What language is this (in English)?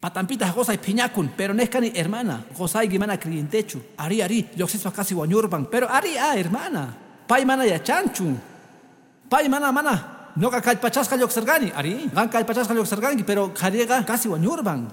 Quechua